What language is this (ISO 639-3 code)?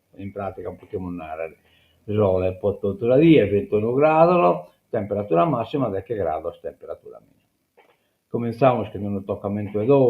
srd